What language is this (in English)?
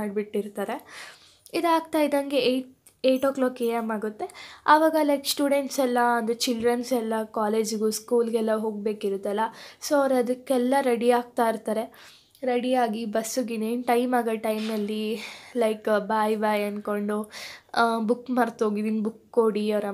Kannada